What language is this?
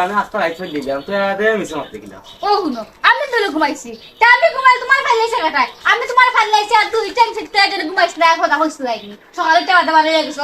Sylheti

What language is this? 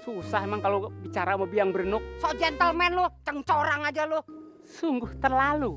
Betawi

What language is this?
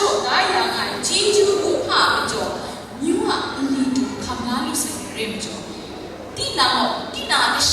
Kachin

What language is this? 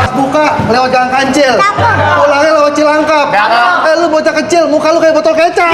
Betawi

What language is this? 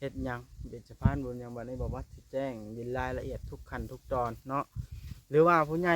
Lao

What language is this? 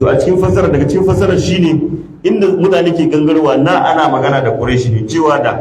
Hausa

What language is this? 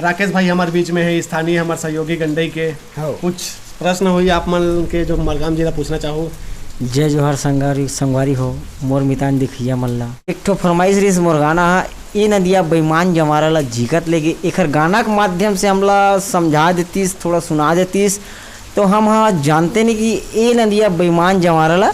Chhattisgarhi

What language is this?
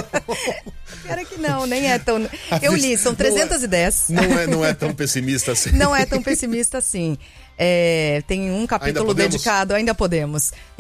Portuguese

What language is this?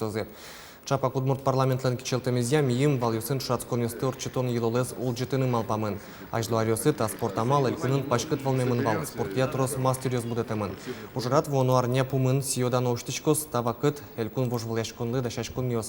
Udmurt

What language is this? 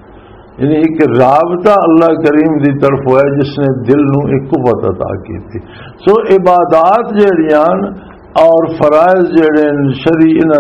Western Panjabi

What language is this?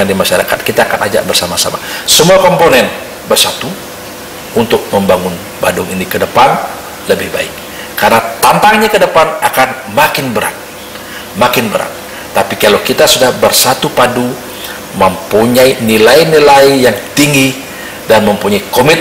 Indonesian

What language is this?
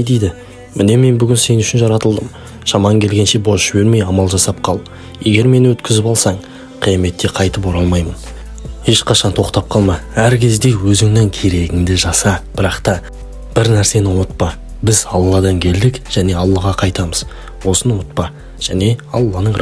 Kazakh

